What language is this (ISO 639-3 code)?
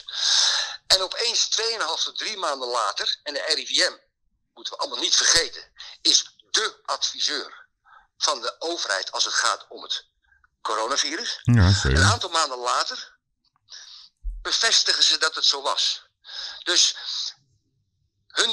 nld